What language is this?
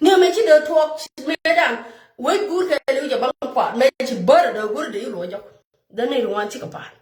Nuer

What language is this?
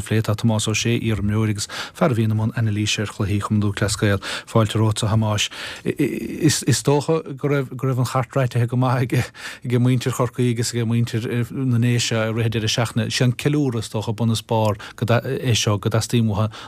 Irish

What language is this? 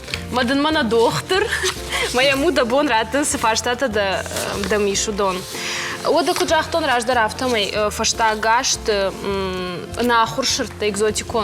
Ossetic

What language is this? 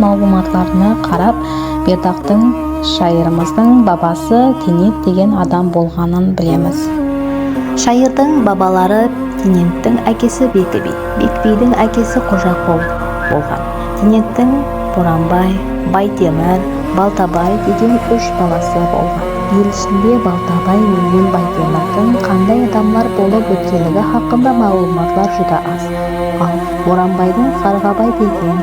Kara-Kalpak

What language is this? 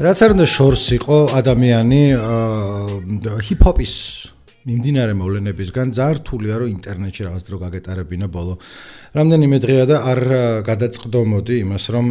Georgian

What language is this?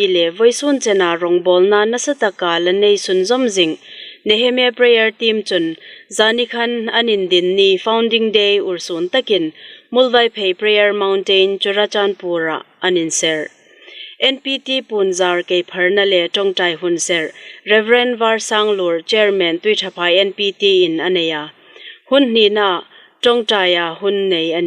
Hmar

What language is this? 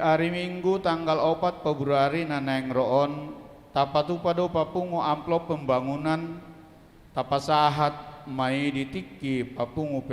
Batak Toba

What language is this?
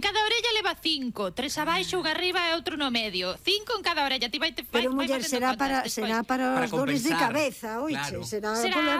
Galician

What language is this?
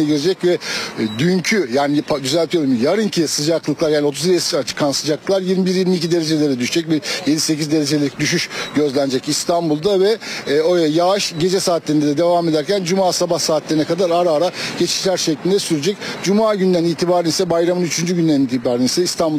Turkish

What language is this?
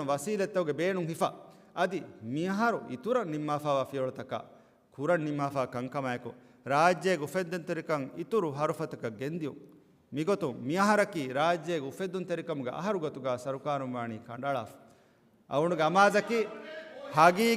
Divehi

